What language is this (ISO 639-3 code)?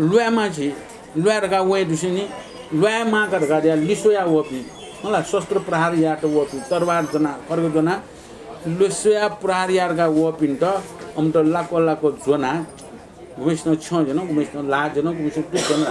new